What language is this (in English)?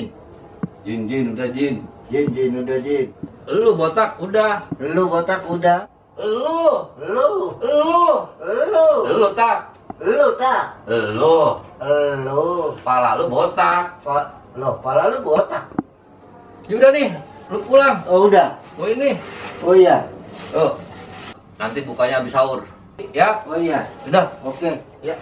Betawi